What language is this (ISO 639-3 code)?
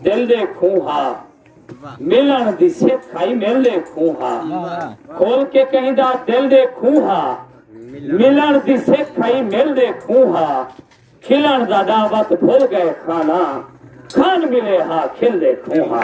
skr